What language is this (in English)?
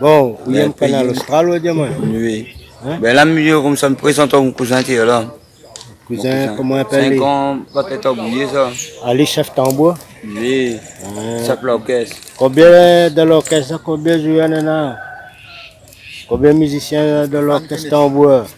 Réunion Creole French